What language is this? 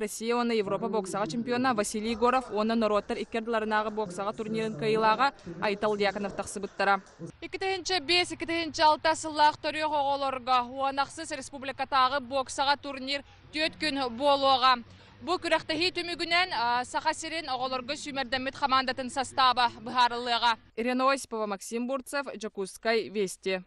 Yakut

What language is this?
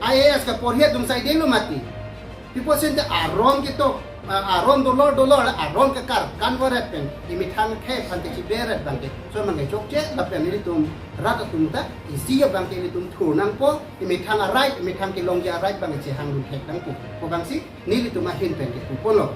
Karbi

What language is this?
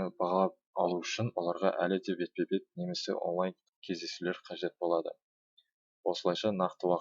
Kazakh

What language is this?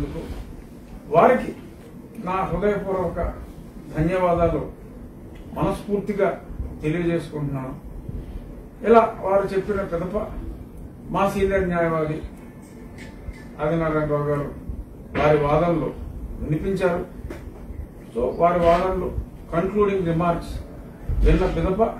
Telugu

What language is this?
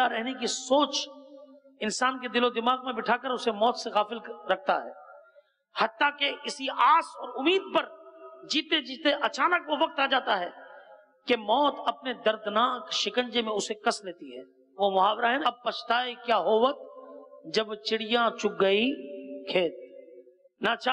Urdu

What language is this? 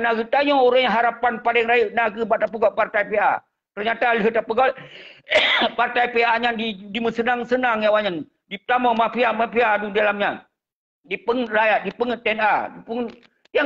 Achinese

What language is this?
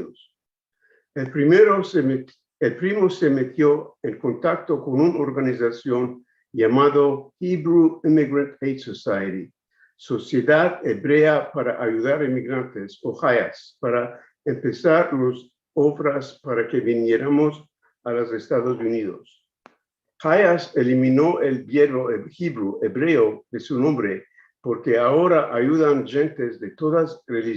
Ladino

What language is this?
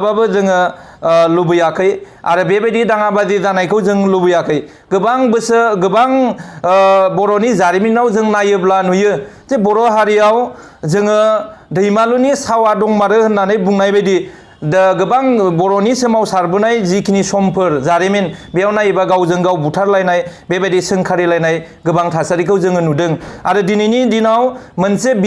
Bodo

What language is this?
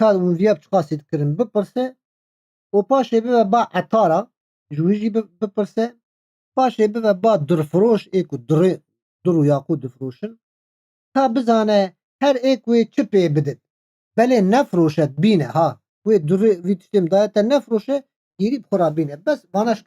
Kurdish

